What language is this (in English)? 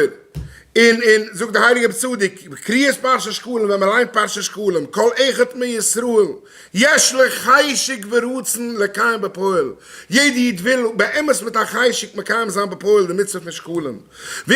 Yiddish